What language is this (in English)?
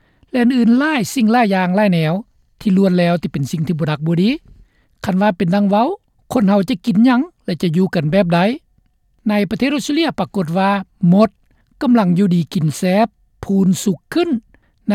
Lao